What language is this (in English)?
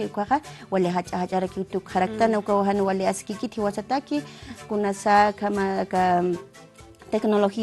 Aymara